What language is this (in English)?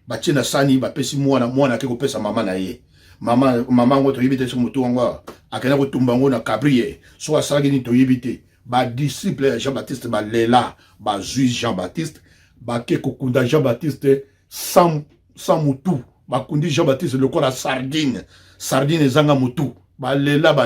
Lingala